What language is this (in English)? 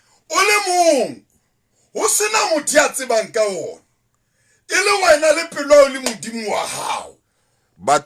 Southern Sotho